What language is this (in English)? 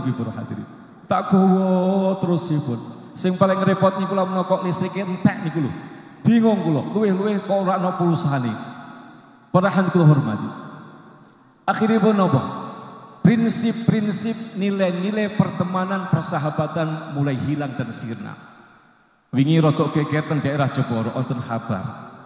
Javanese